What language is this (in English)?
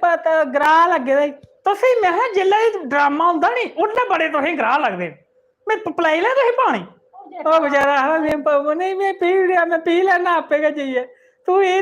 Dogri